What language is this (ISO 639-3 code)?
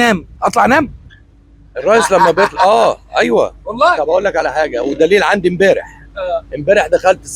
arz